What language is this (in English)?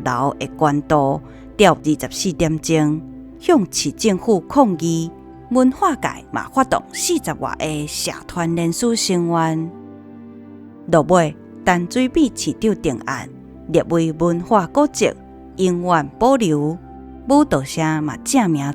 Min Nan Chinese